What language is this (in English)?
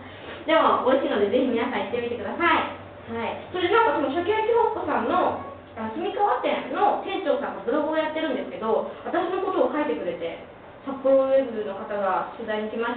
Japanese